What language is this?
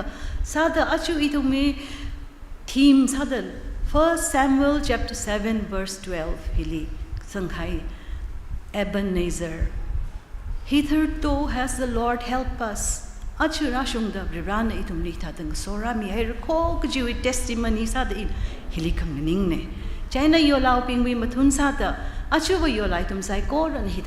Tangkhul Naga (India)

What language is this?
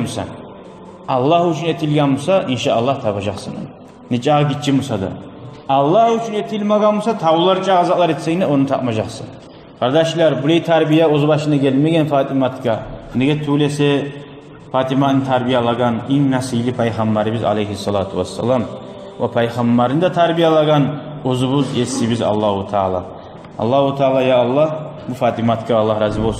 Kumyk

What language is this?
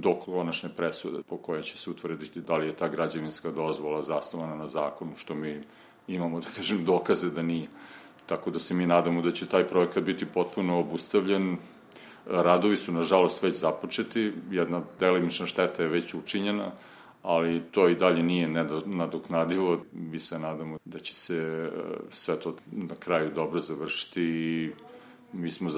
Serbian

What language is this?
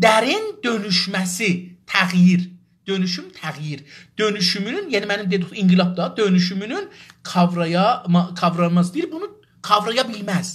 South Azerbaijani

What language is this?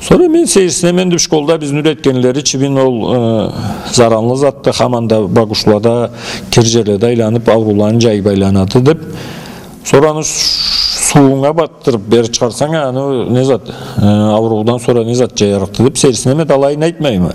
Karachay-Balkar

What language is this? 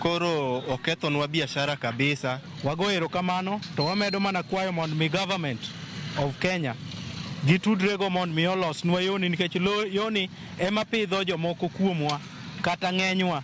Luo (Kenya and Tanzania)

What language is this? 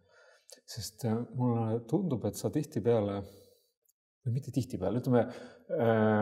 Estonian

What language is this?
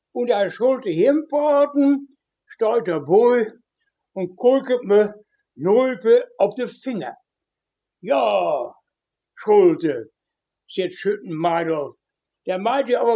Westphalien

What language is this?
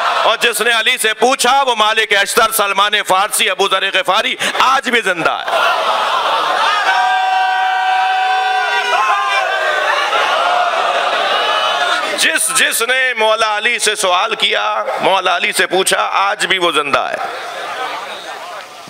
Urdu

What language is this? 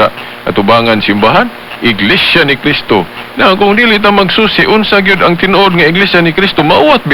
Cebuano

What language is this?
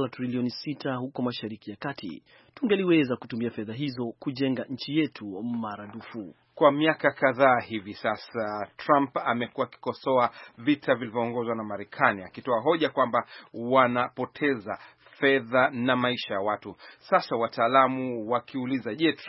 Swahili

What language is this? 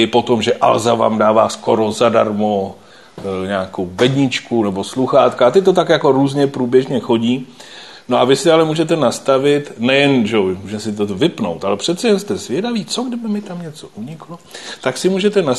Czech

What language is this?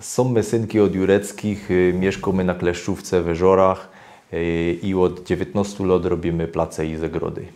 Silesian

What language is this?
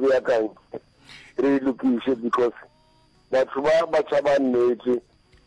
Northern Sotho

